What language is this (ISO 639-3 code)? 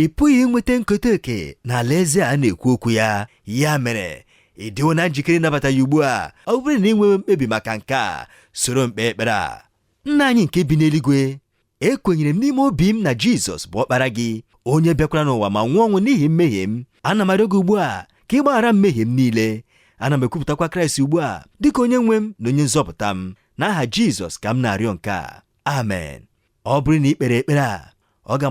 ibo